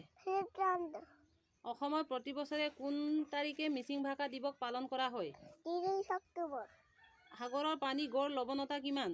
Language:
Assamese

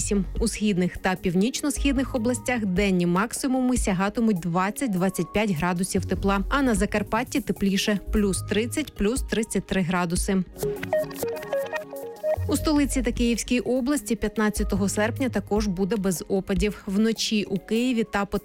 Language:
Ukrainian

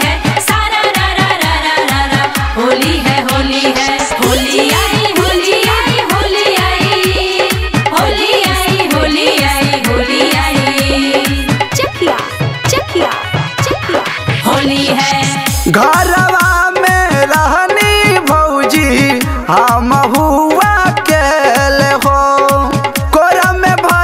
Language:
Bhojpuri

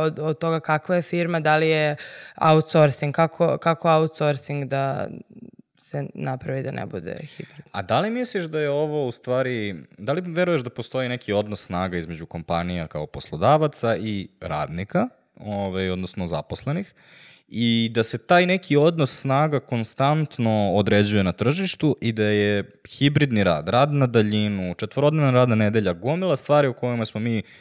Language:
Serbian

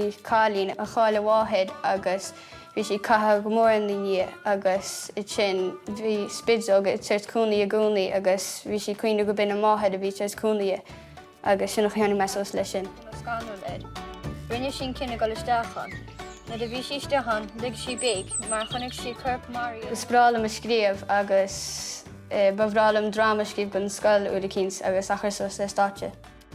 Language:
Irish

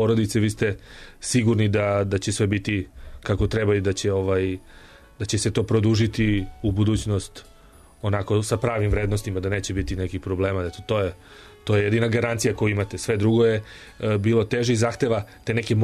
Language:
Serbian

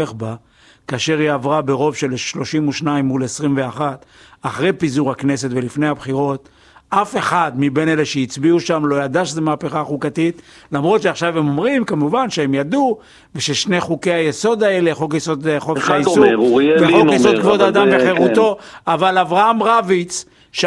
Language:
Hebrew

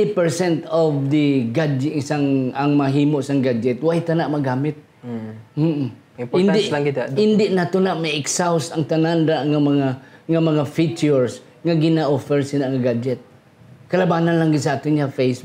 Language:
Hiligaynon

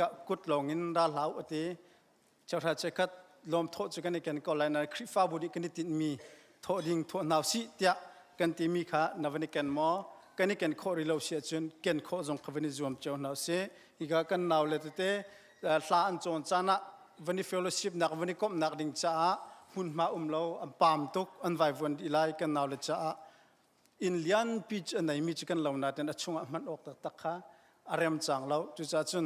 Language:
Hakha Chin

